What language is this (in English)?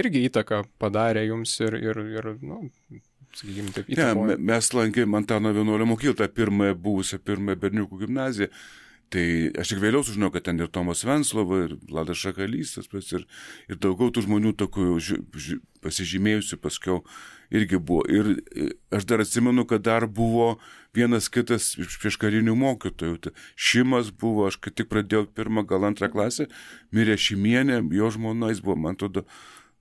Lithuanian